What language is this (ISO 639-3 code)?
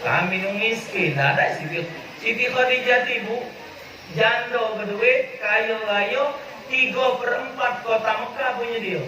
mui